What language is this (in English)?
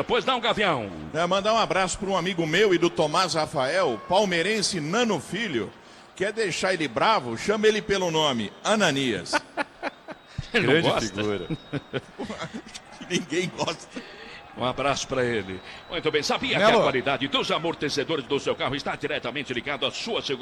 Portuguese